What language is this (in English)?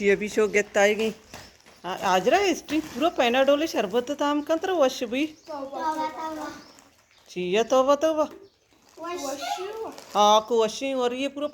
Baluchi